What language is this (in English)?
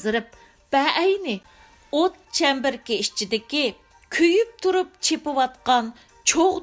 Uyghur